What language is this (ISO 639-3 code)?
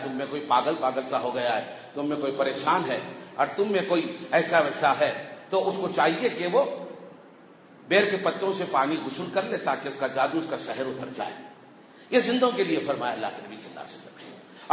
urd